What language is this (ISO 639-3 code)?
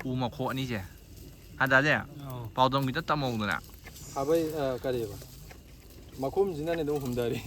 mni